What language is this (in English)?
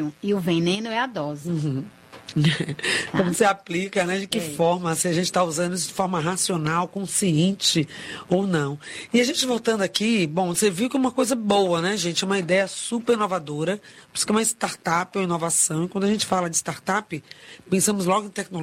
Portuguese